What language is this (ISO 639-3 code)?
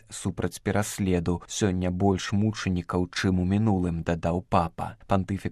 bel